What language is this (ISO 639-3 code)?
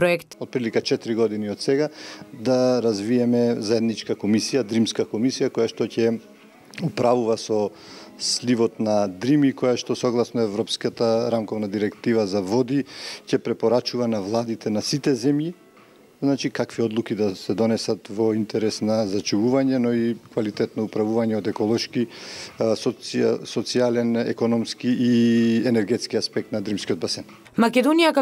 mkd